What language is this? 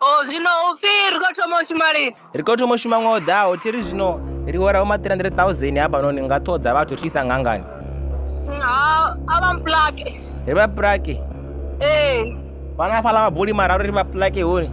Venda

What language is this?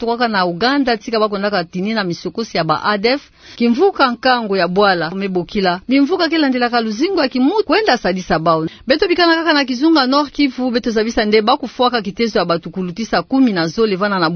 Kituba (Democratic Republic of Congo)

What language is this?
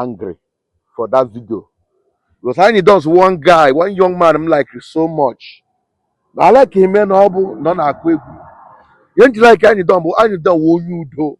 Igbo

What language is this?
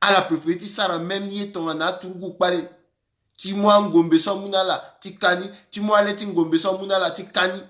Sango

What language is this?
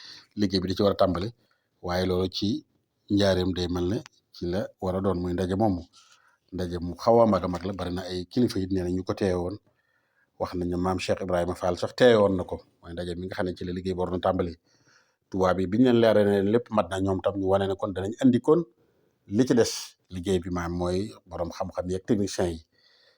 Wolof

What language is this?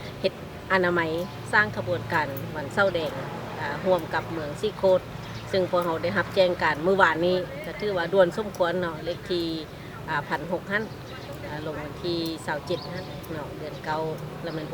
Lao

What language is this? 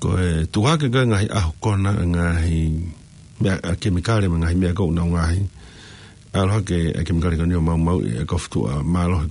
Tongan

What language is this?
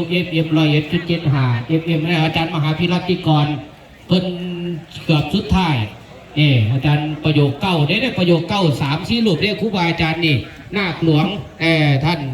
Northeastern Thai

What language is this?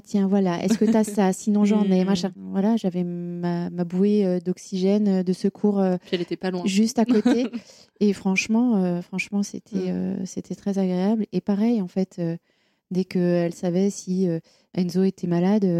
French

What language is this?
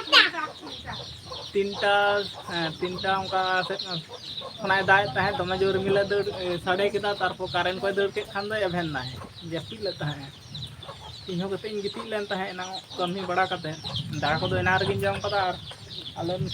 Santali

